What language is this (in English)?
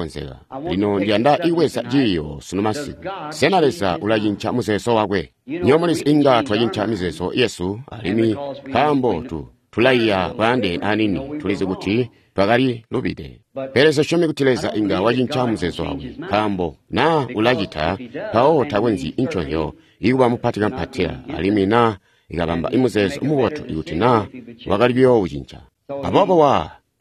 Tonga (Zambia)